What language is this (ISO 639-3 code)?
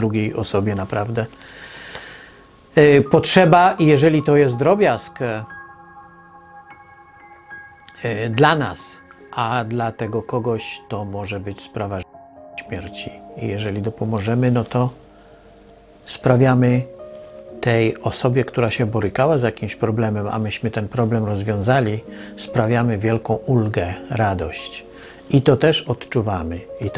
pol